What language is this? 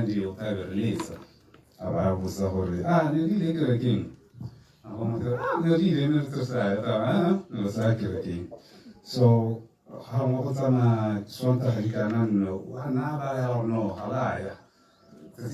Tswana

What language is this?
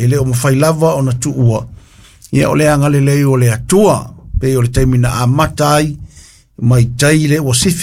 Samoan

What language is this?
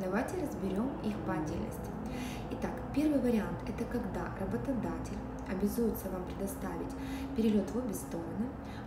Russian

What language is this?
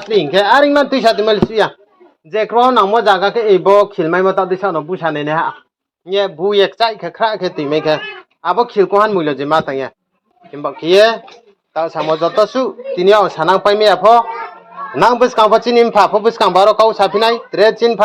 Riang (India)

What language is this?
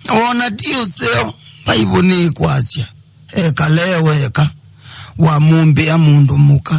Kamba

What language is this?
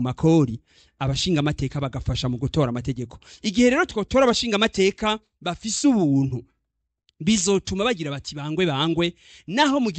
Rundi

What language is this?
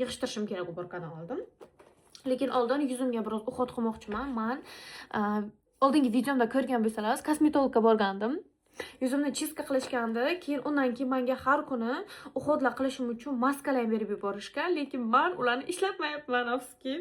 Uzbek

